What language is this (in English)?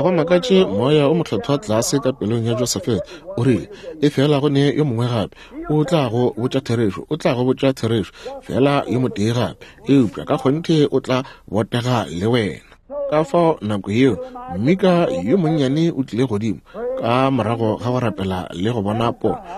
Northern Sotho